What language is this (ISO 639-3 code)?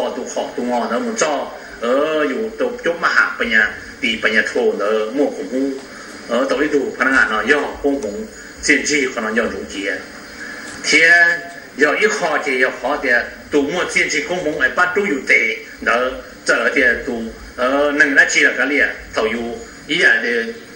hmn